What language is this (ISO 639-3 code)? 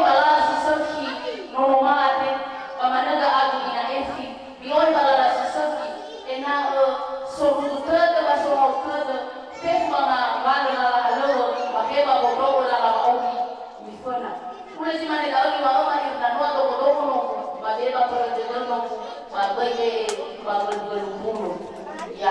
nia